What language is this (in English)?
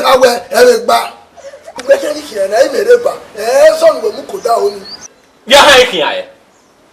Bini